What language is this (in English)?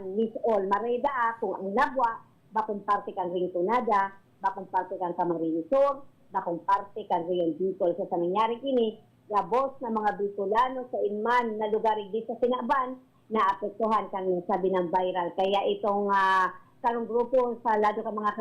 Bikol